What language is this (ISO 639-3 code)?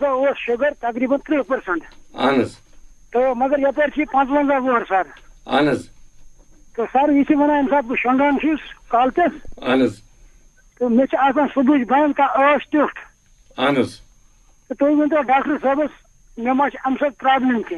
kas